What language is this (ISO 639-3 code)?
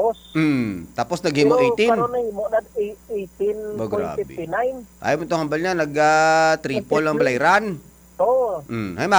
hil